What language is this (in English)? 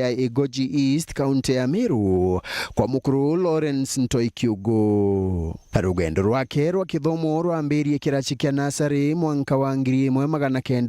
Meru